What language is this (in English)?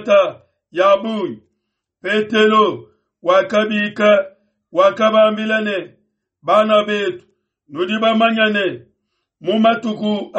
Luba-Lulua